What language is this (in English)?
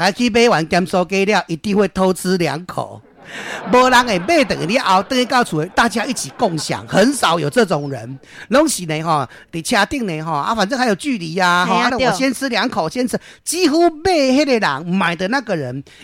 Min Nan Chinese